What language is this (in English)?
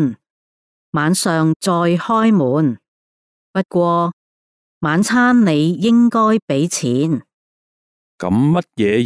Cantonese